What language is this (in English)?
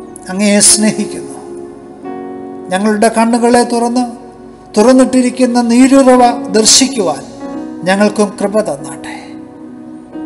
Malayalam